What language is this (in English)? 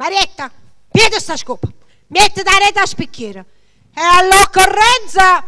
Neapolitan